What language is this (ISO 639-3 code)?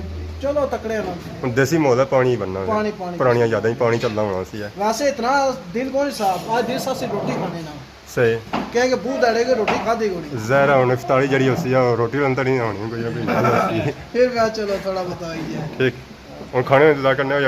phr